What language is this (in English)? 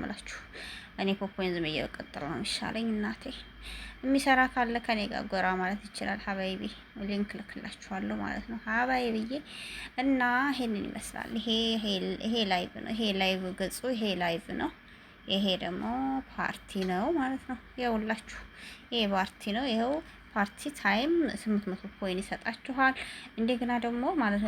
Amharic